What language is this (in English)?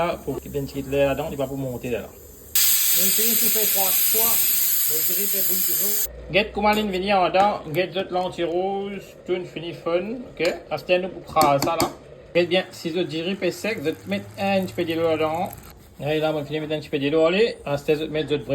Morisyen